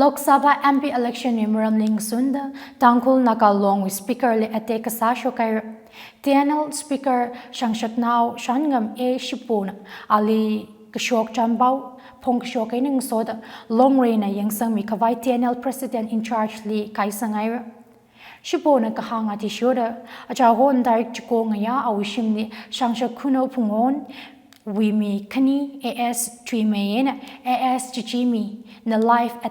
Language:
Tangkhul Naga (India)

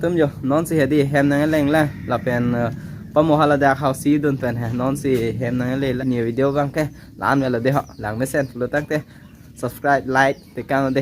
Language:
Karbi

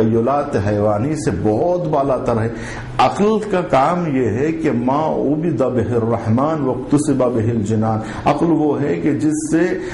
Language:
Urdu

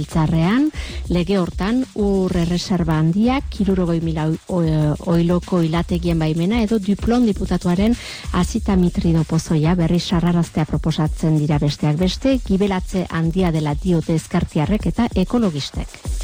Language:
Basque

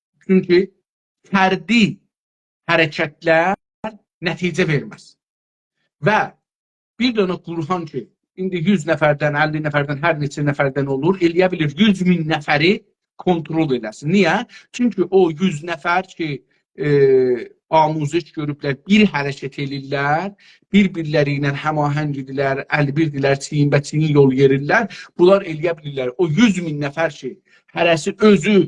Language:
South Azerbaijani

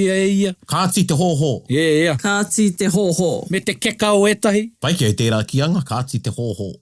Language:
Māori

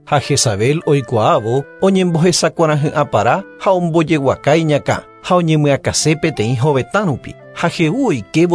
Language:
Guarani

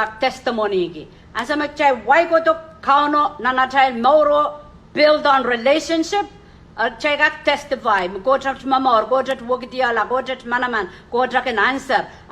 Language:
Pohnpeian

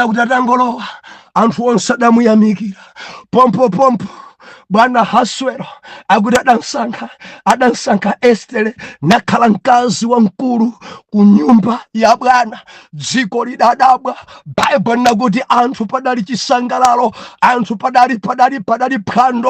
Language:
Nyanja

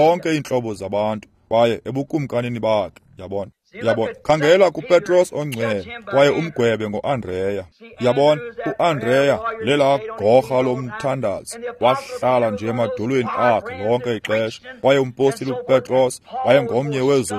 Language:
Xhosa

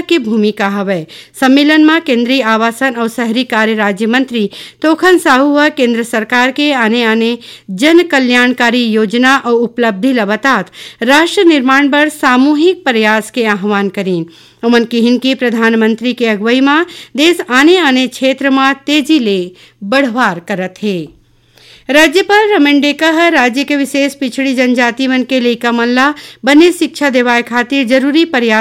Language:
Chhattisgarhi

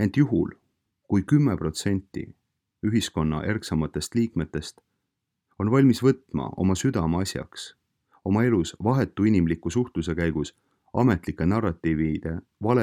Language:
Estonian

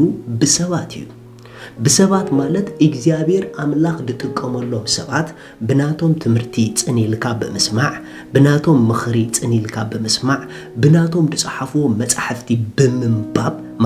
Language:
Tigrinya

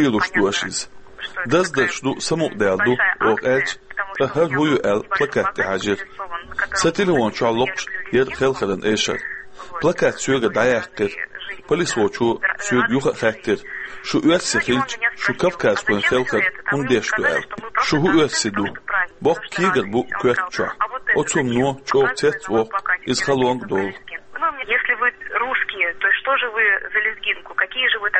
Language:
Chechen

